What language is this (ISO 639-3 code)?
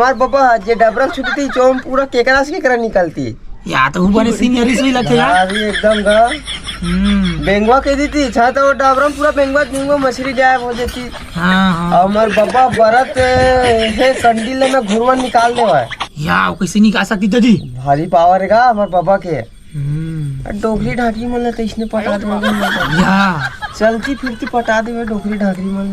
hne